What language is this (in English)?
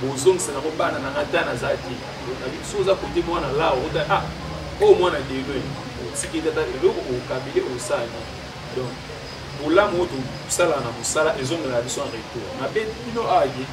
Lingala